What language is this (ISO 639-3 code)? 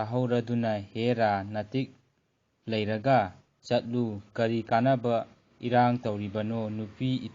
mni